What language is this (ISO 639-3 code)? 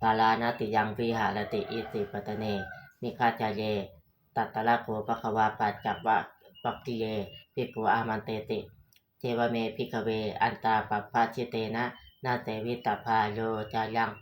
pli